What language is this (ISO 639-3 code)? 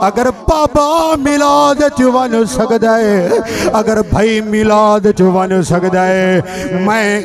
skr